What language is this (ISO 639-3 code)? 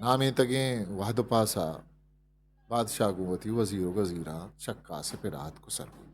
bgp